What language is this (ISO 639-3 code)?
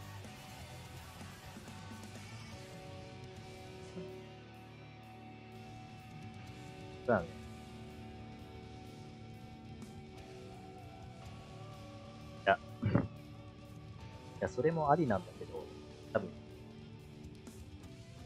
jpn